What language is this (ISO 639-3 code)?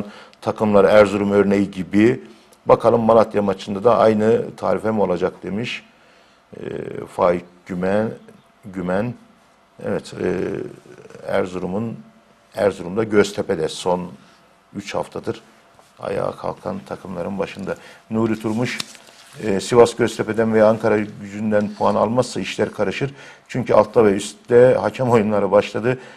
tur